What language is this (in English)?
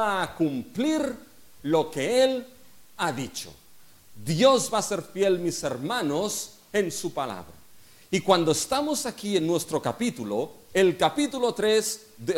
Spanish